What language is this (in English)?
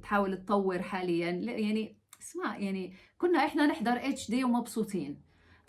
North Levantine Arabic